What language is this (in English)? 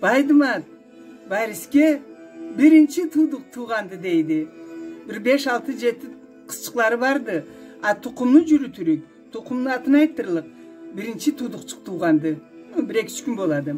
Karachay-Balkar